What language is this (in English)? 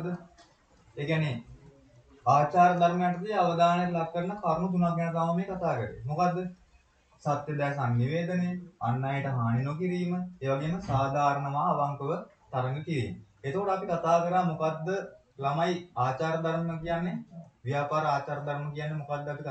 Sinhala